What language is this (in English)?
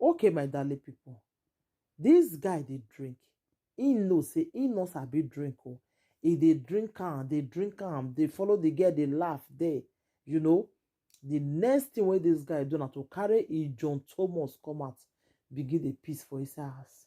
Nigerian Pidgin